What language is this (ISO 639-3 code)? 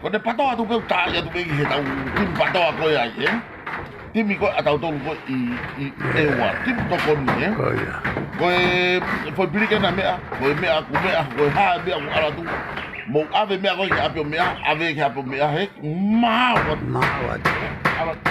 ton